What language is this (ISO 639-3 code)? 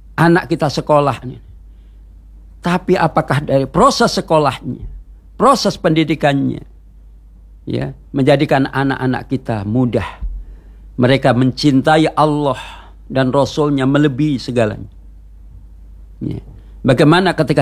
ind